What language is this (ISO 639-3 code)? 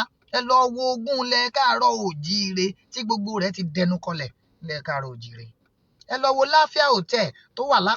yor